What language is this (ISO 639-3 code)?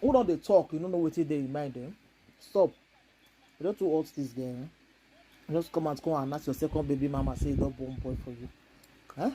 pcm